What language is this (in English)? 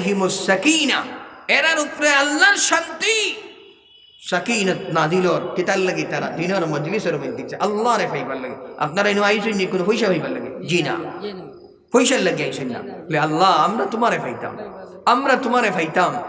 Sylheti